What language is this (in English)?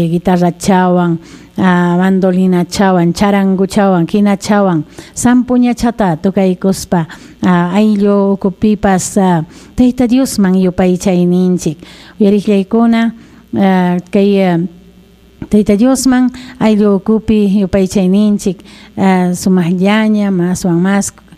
Ayacucho Quechua